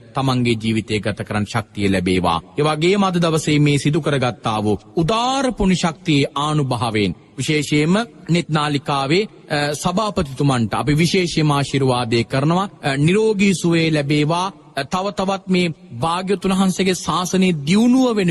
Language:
Sinhala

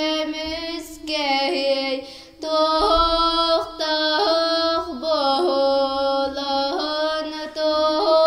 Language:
Yakut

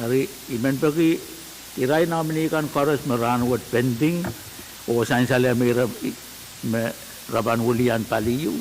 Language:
Pohnpeian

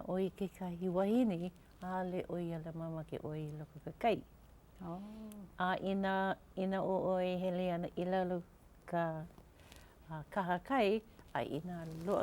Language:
Hawaiian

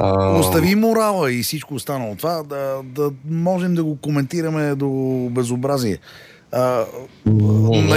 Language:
Bulgarian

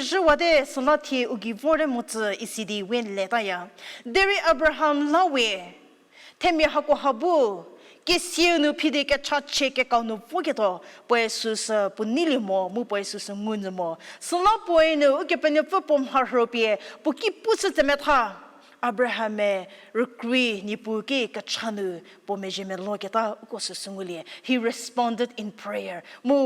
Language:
Angami Naga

